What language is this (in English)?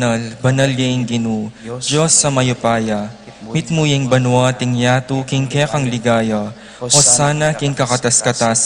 Pampanga